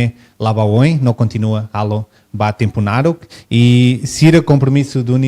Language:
Tetum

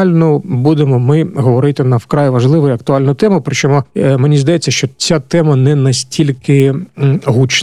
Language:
Ukrainian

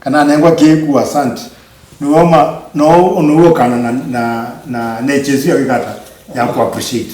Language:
Kamba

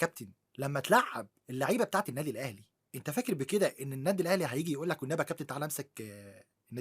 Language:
Egyptian Arabic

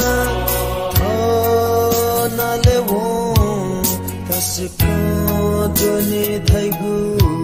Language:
Newari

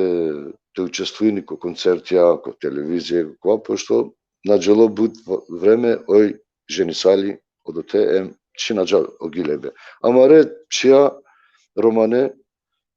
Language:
Balkan Romani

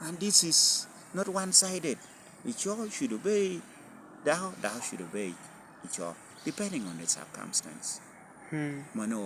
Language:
Lango (Uganda)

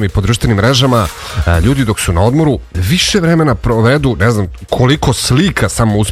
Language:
Serbian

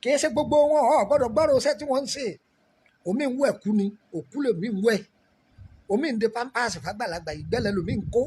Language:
Yoruba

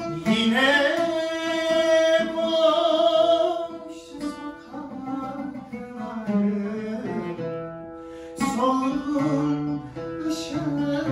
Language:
Turkish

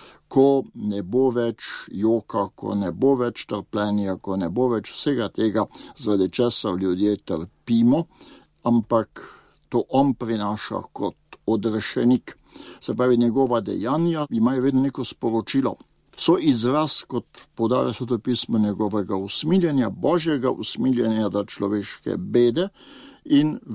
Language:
Slovenian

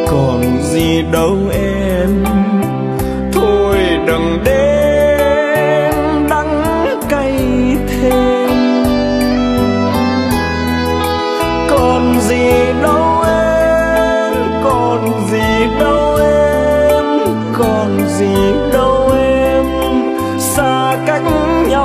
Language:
Vietnamese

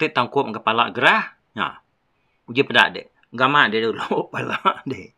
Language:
Iban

